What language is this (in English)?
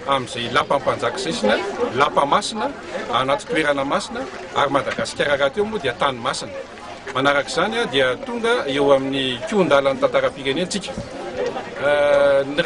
Malagasy